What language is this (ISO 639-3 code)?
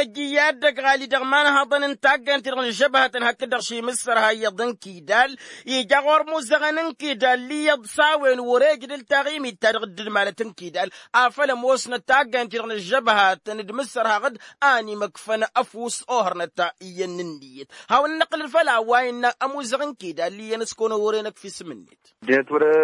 taq